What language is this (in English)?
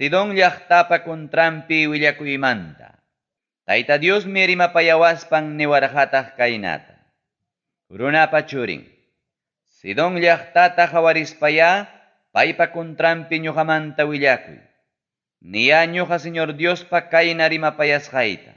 Ayacucho Quechua